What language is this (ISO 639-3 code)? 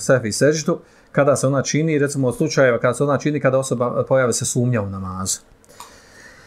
bos